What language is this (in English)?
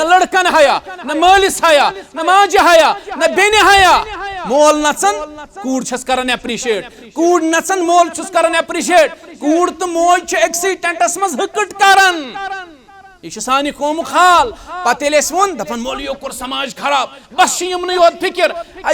Kashmiri